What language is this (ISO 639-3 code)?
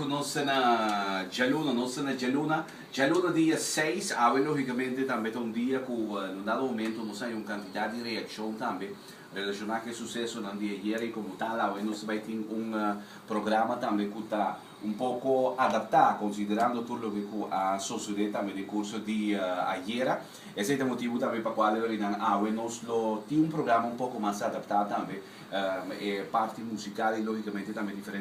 pap